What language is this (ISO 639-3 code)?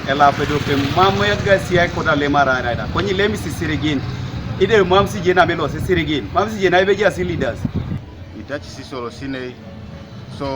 teo